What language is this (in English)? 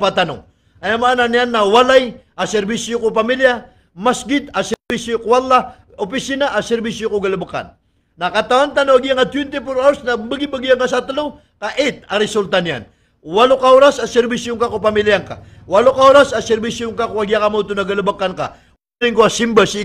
Maranao